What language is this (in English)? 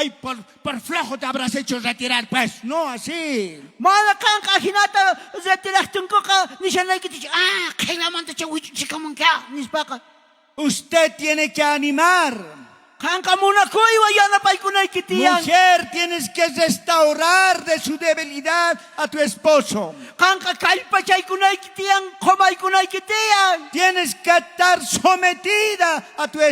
South Bolivian Quechua